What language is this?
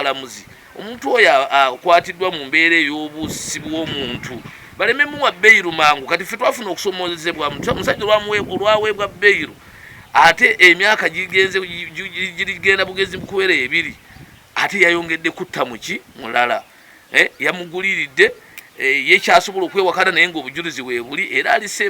Ganda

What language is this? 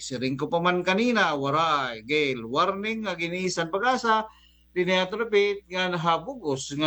Waray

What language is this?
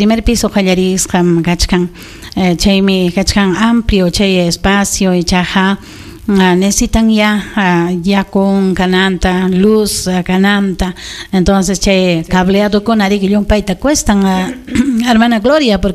Ayacucho Quechua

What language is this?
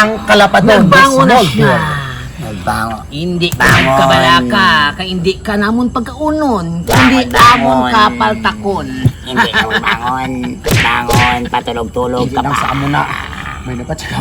Hiligaynon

